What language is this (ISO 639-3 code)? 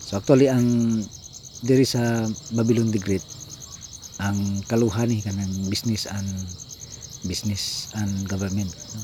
ceb